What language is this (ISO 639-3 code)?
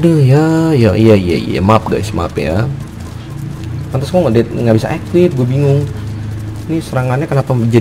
ind